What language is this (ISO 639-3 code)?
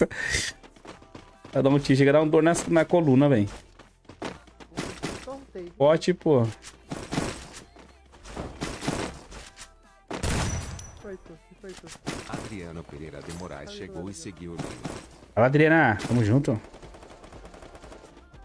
por